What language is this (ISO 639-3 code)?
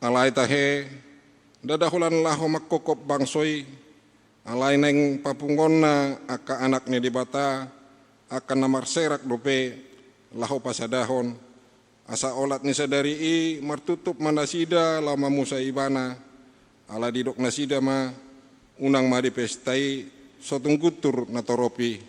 bbc